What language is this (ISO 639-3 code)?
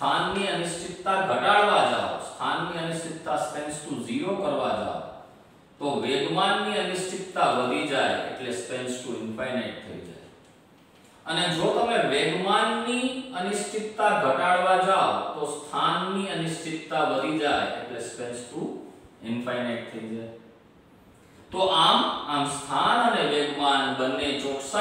guj